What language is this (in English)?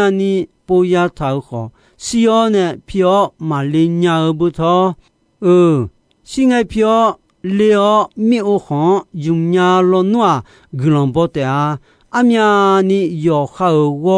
Akha